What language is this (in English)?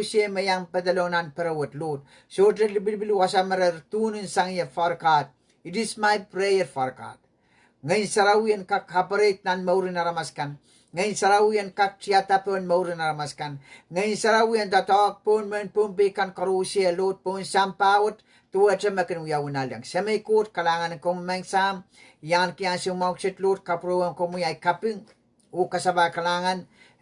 Pohnpeian